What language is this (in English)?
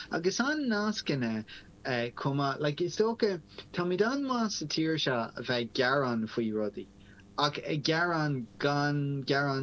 Irish